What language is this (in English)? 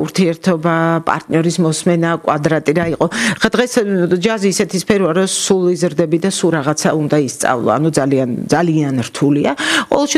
Georgian